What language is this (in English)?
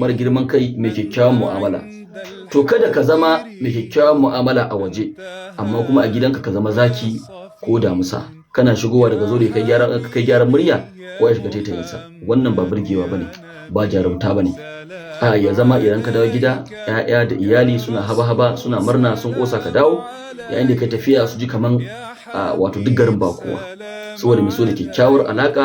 Hausa